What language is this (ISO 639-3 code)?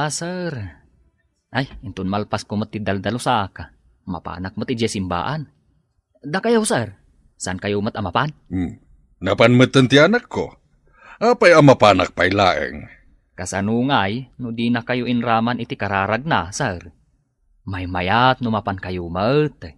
ilo